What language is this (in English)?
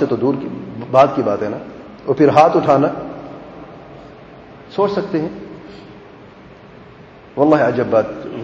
Urdu